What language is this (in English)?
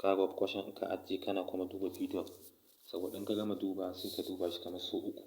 Hausa